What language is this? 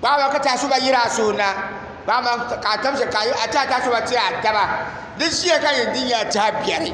Dagbani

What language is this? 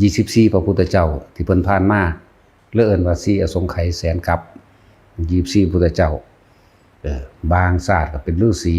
Lao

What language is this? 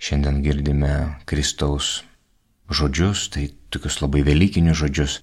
Lithuanian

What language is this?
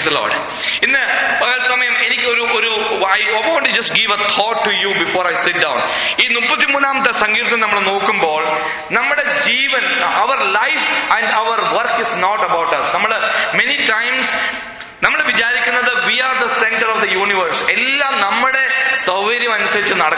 Malayalam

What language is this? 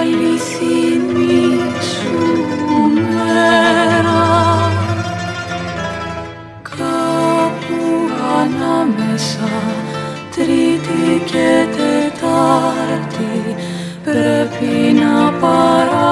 Greek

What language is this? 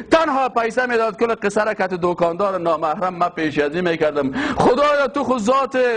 Persian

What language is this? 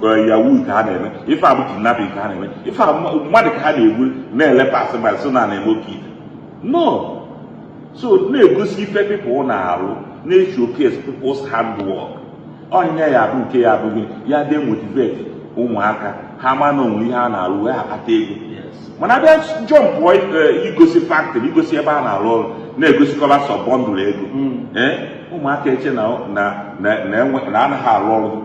Igbo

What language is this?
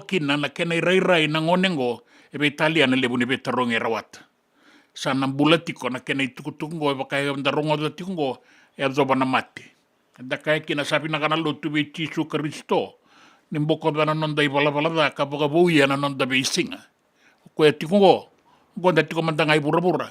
Fijian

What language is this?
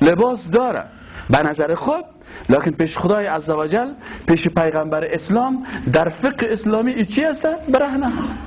Persian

